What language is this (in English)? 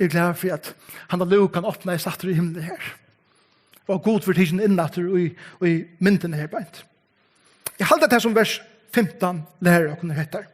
Faroese